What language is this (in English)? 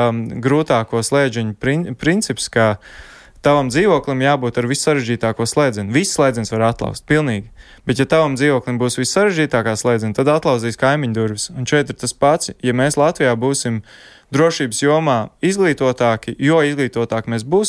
Latvian